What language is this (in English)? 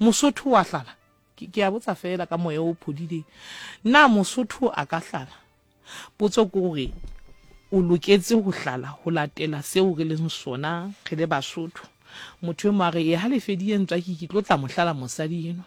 Southern Sotho